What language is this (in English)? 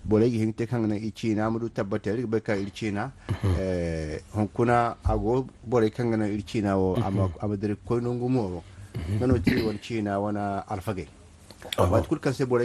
Zarma